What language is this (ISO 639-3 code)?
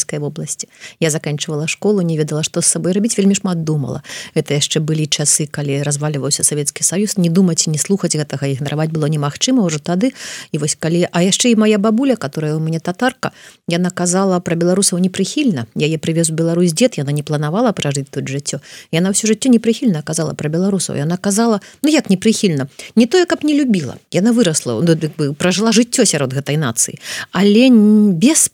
bel